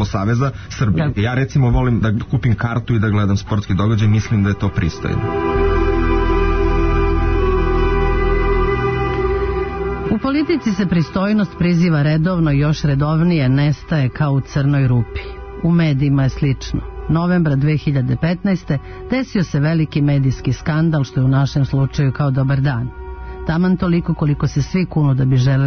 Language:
Serbian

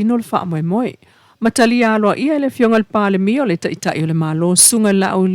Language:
Samoan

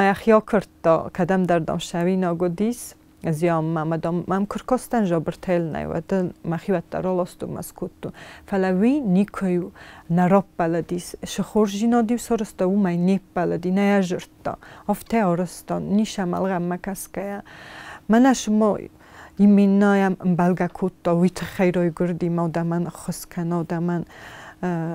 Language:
Ossetic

